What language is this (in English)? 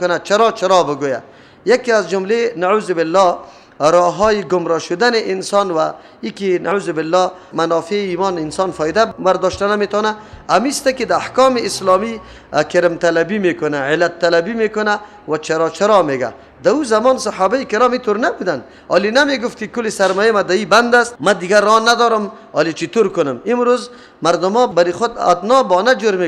Persian